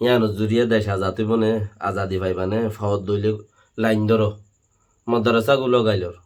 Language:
Rohingya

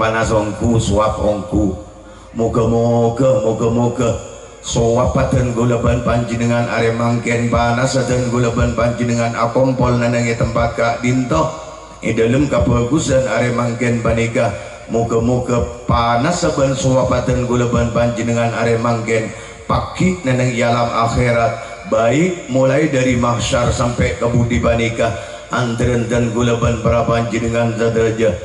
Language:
Madurese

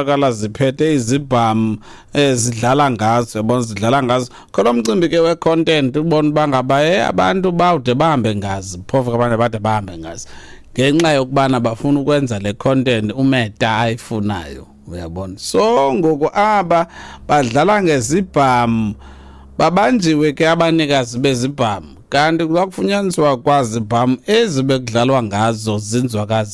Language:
Xhosa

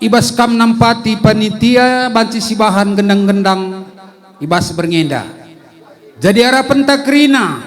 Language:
Batak Karo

